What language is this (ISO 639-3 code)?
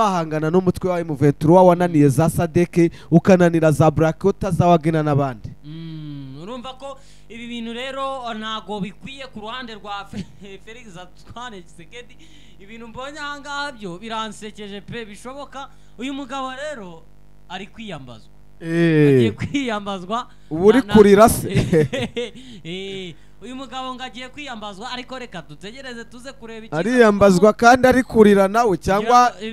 kin